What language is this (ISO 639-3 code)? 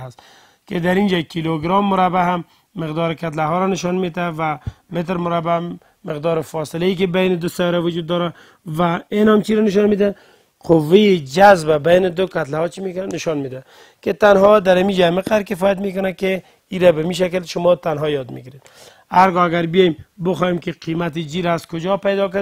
fas